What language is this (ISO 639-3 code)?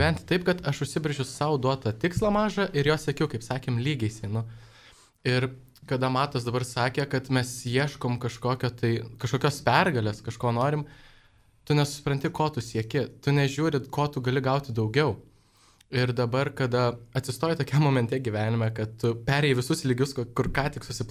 lit